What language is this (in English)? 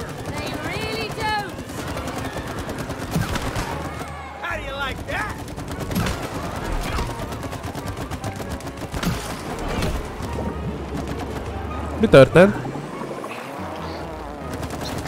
Hungarian